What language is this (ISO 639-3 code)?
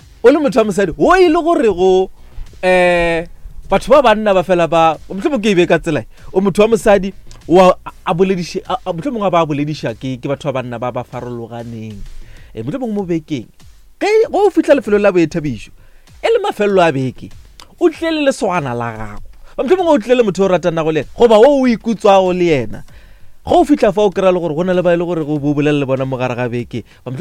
nso